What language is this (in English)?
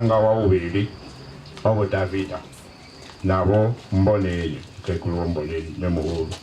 Venda